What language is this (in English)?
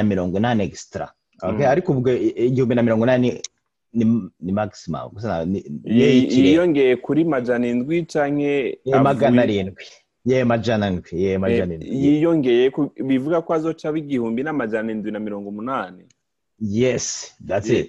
Rundi